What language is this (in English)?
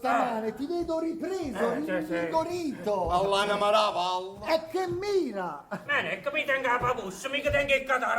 Neapolitan